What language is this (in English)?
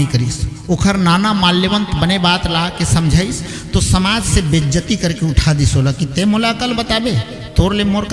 Chhattisgarhi